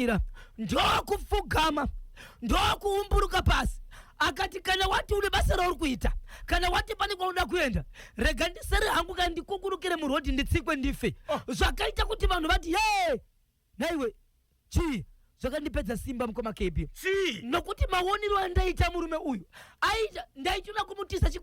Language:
Shona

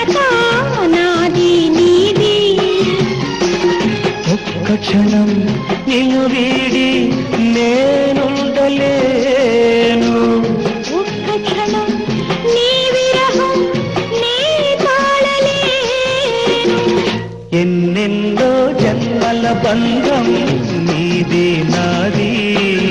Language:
Telugu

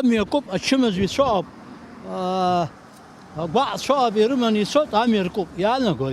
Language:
Abkhazian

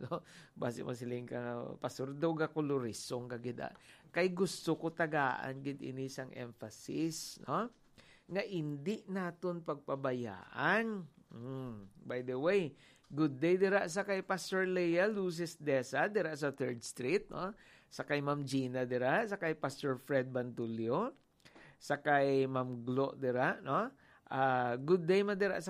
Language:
Hiligaynon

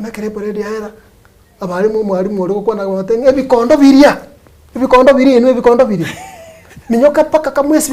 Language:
Gusii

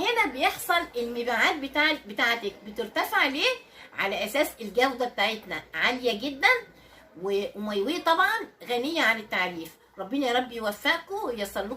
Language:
Egyptian Arabic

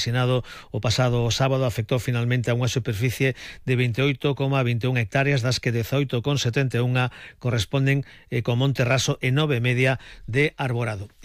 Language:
Galician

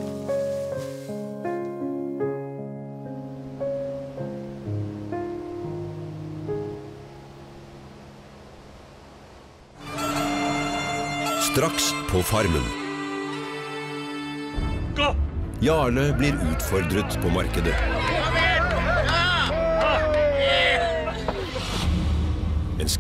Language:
Norwegian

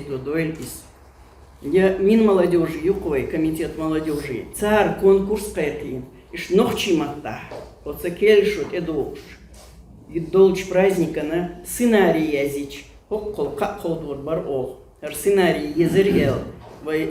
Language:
Chechen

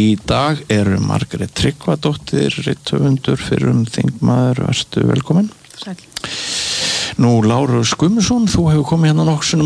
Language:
Icelandic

